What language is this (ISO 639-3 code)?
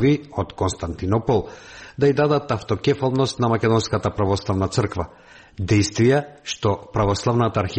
mkd